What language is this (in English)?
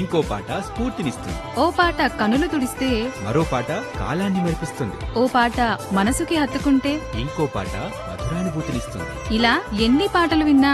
Telugu